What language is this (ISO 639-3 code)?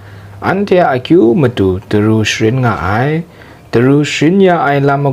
kac